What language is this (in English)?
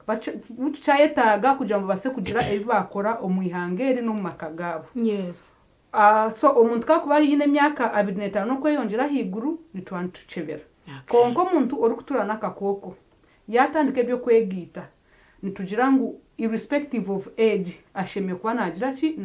Nyankole